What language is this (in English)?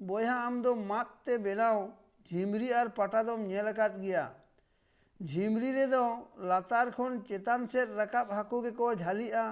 Santali